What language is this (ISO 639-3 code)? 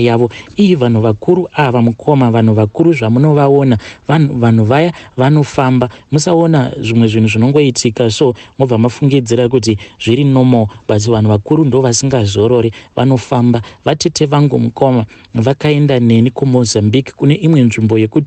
sna